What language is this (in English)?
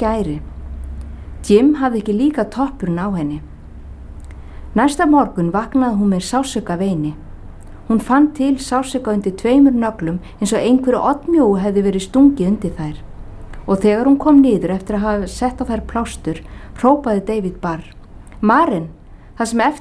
Icelandic